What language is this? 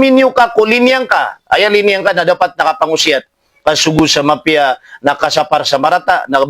Maranao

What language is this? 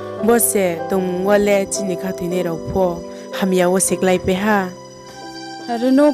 Riang (India)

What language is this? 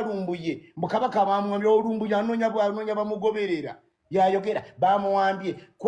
Ganda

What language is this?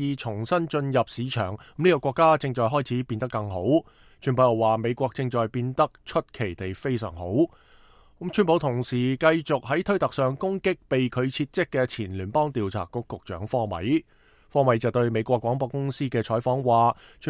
Cantonese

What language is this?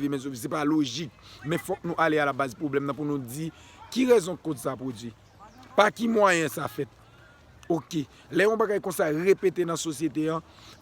Haitian Creole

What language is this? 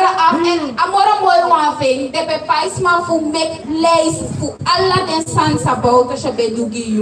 Sranan Tongo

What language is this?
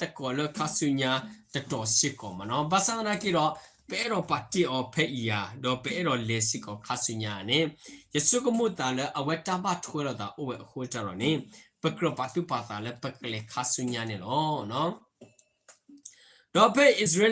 S'gaw Karen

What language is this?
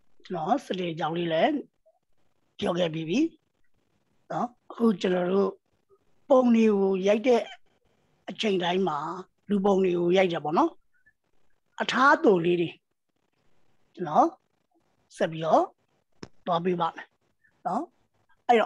Burmese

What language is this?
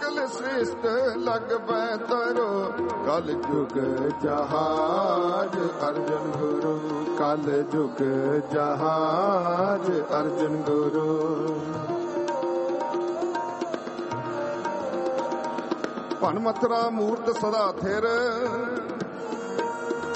Punjabi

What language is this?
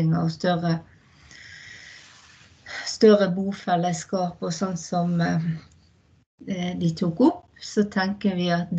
Norwegian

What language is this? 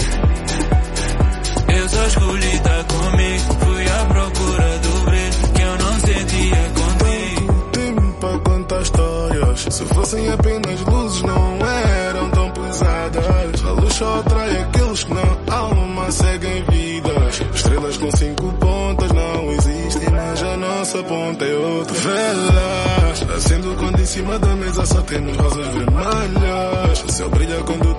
Portuguese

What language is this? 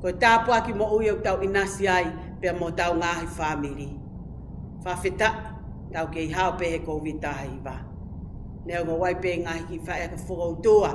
Tongan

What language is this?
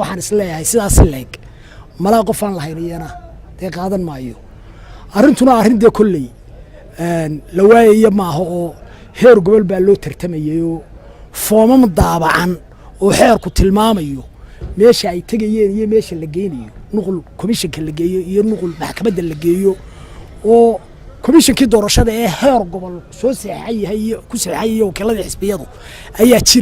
Somali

